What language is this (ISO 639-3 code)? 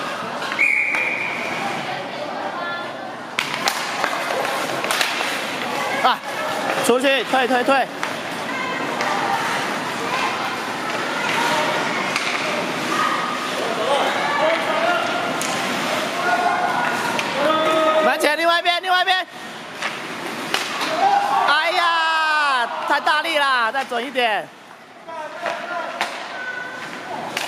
zho